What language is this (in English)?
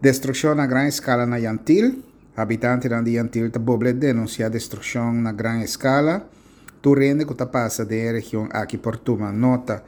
Papiamento